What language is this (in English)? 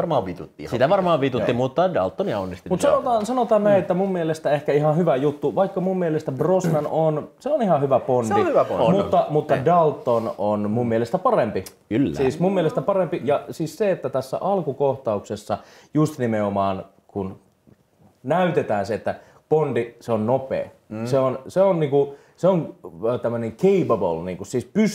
Finnish